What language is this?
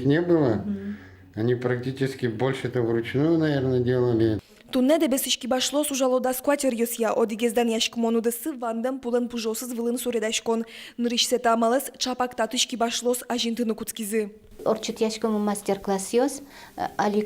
Udmurt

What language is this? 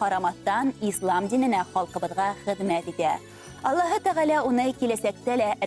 Bashkir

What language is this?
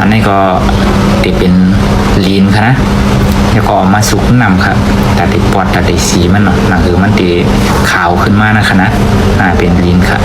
Shan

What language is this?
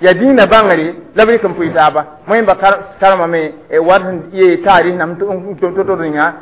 Mossi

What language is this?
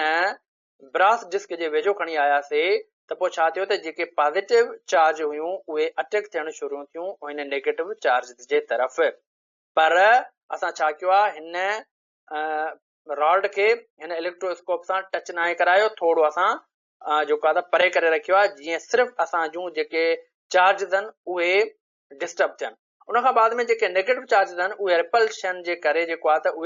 Sindhi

